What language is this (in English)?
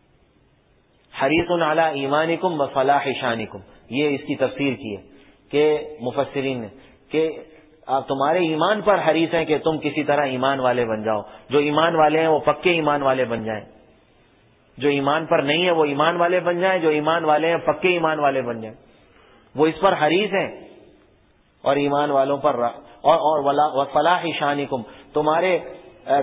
Urdu